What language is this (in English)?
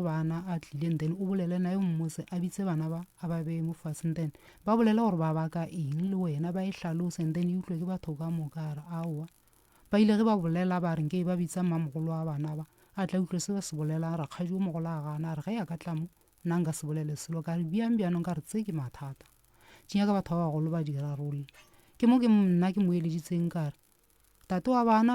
Northern Sotho